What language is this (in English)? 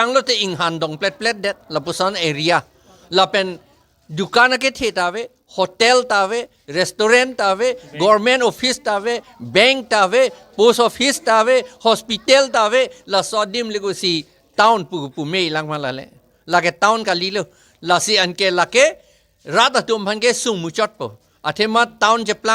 Karbi